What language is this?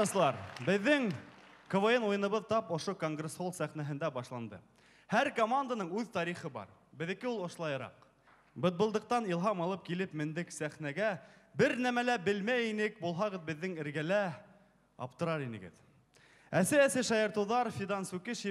Bashkir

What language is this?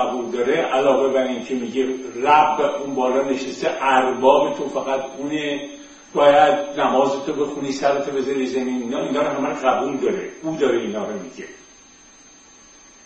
Persian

